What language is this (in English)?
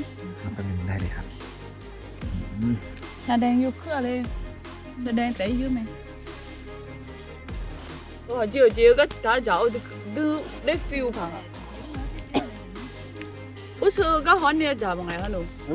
Thai